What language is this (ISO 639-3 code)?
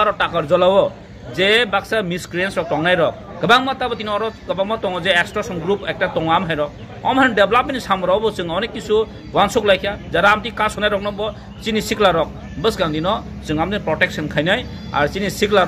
trp